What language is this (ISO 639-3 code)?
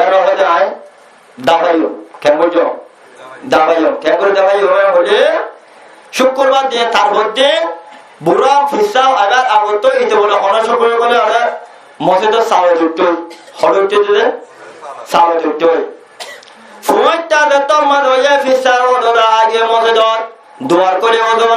rhg